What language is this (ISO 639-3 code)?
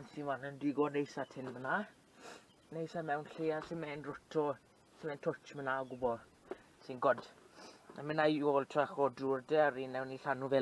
cym